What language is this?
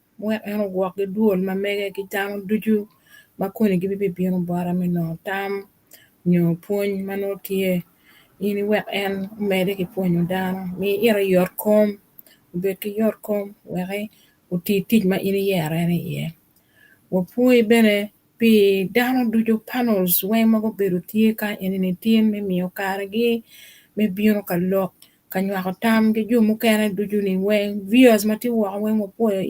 Acoli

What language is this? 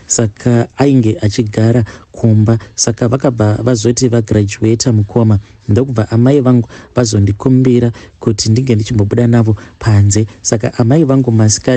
Shona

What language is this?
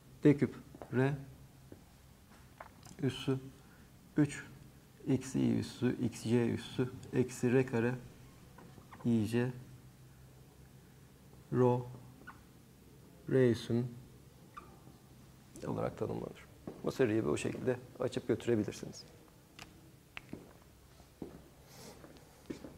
Turkish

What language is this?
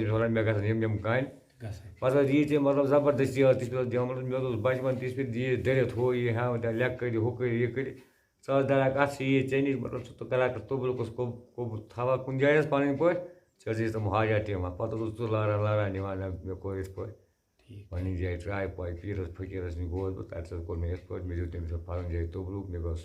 Kashmiri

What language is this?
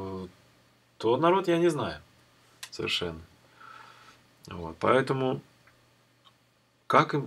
Russian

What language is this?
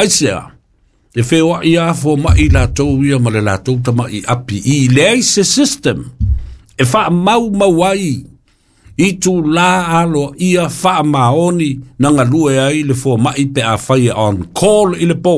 Samoan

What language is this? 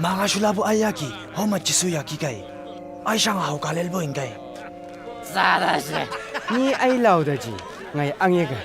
Chang Naga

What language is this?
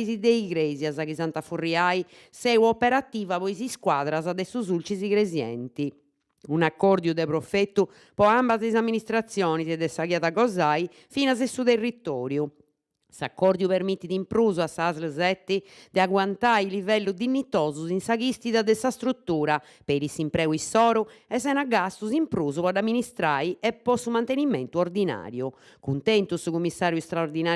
Sardinian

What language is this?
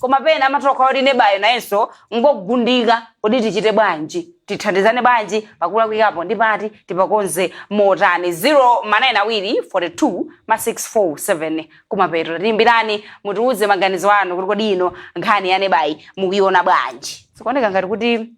Nyanja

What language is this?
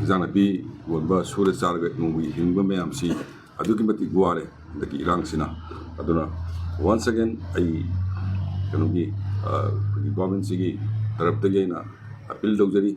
Manipuri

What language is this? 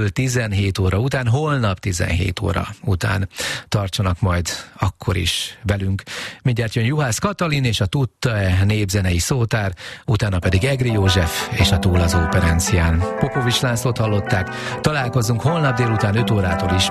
Hungarian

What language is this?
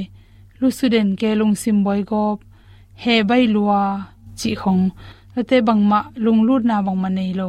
Tedim Chin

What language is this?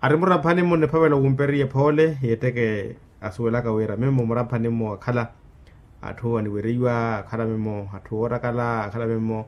Makhuwa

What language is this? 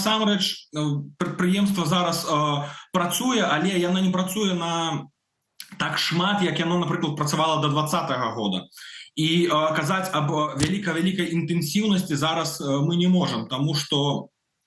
Belarusian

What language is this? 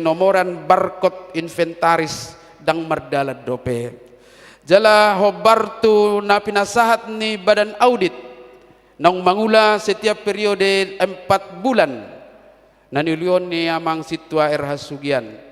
Batak Toba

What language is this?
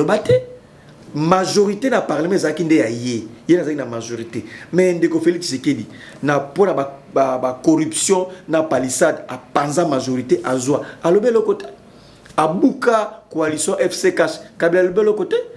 Lingala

